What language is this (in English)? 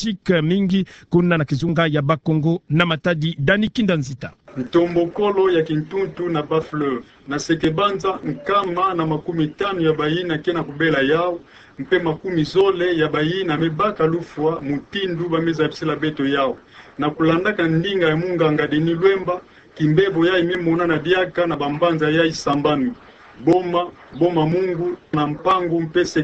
Kituba (Democratic Republic of Congo)